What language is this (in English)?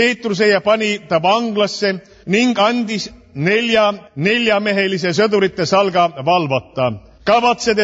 Estonian